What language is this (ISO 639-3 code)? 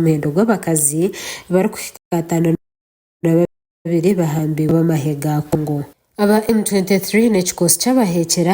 nyn